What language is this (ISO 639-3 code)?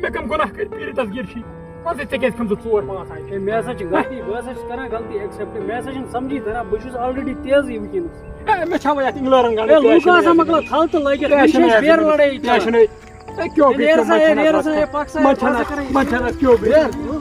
kas